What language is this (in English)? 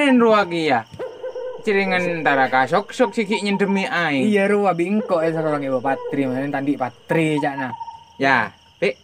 Madurese